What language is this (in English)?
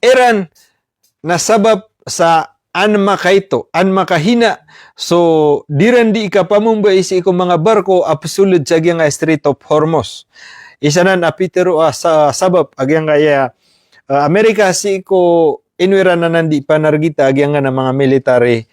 Maranao